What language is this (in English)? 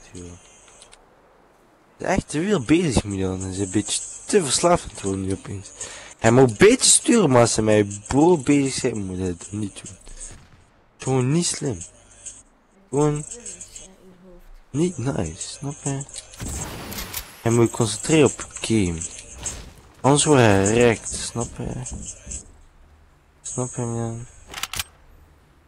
Dutch